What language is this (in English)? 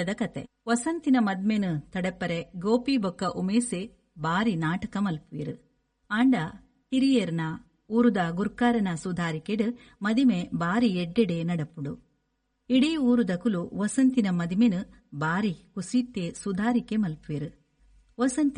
Tulu